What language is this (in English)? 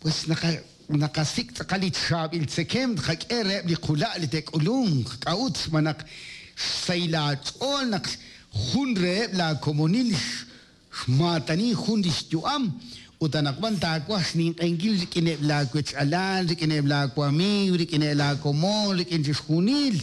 Kekchí